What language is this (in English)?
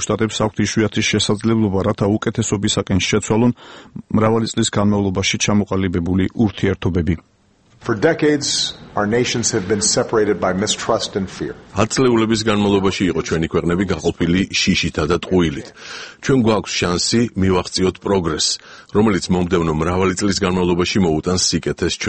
Georgian